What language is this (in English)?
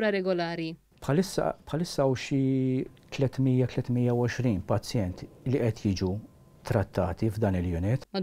Maltese